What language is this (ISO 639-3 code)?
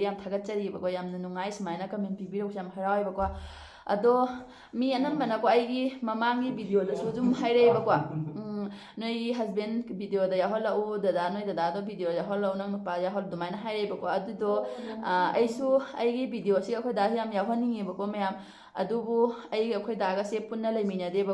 mni